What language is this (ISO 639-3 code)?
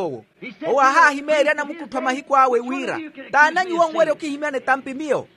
vmw